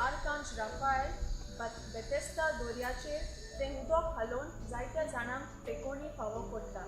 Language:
Konkani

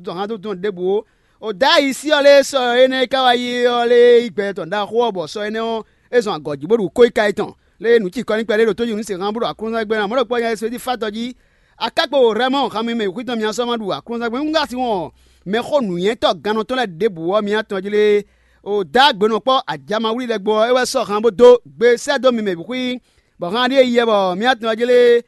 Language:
Fon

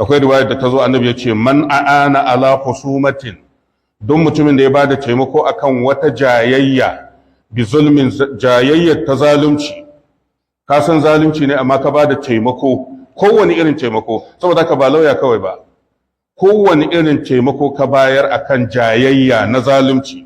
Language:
Hausa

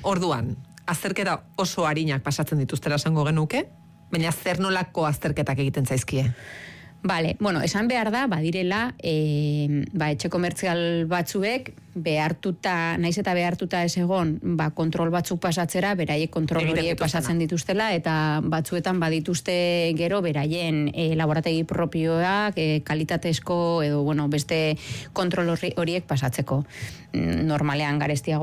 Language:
Basque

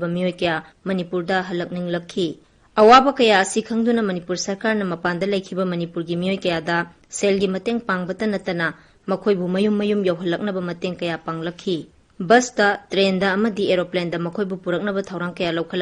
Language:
Manipuri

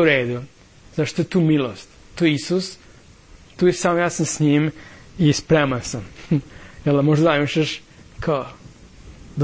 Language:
Serbian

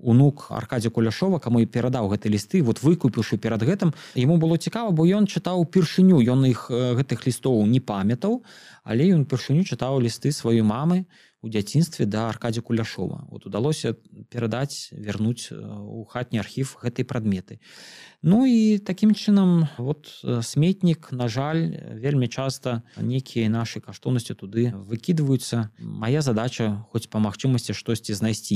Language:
Belarusian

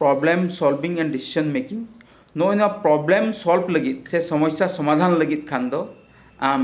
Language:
Santali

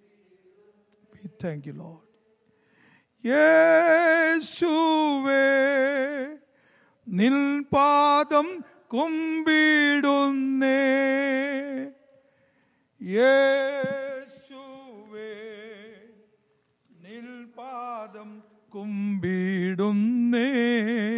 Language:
Malayalam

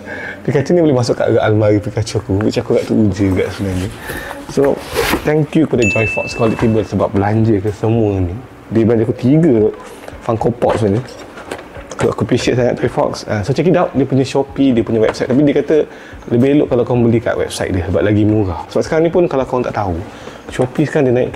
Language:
Malay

